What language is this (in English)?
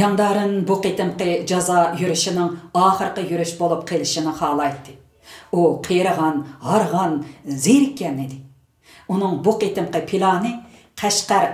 Uyghur